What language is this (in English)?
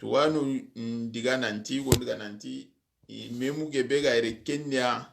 Soninke